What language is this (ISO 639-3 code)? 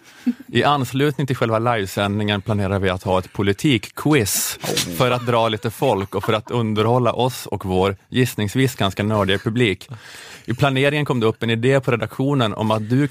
swe